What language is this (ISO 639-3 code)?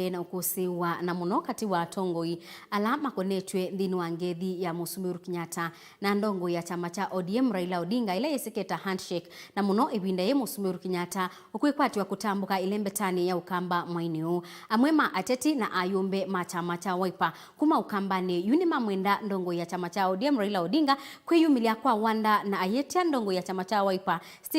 kam